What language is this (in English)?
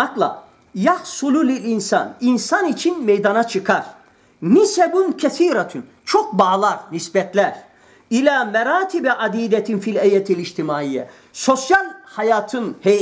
Turkish